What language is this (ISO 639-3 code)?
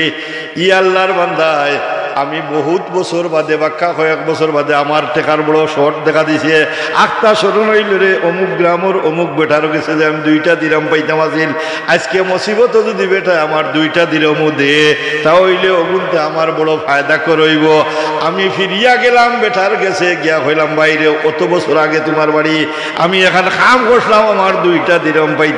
syl